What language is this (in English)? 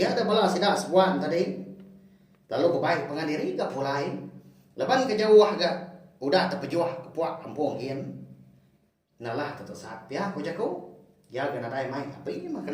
Iban